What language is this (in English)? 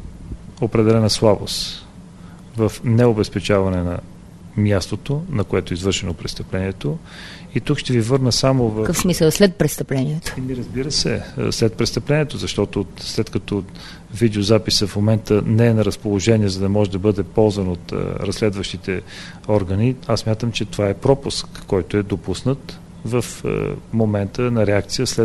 Bulgarian